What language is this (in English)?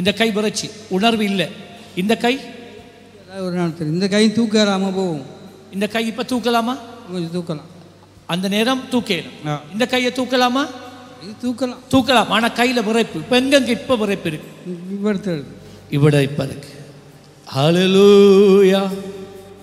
Tamil